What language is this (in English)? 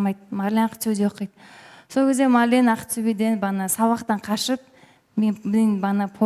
Kazakh